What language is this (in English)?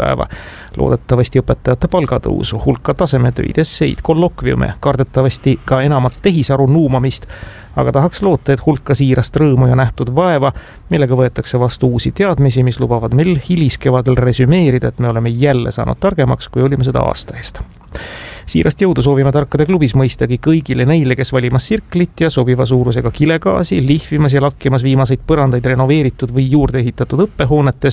Estonian